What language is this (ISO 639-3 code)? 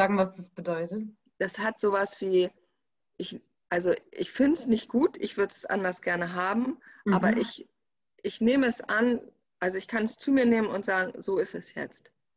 deu